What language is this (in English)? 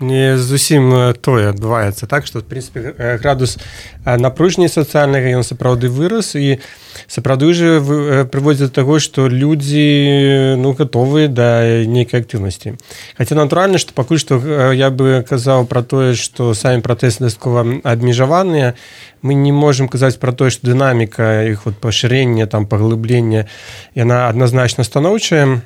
Belarusian